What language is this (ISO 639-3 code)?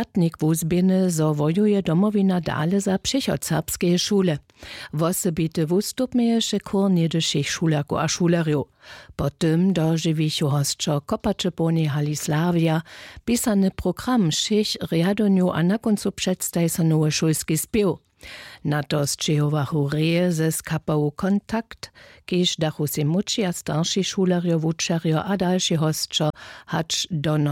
hsb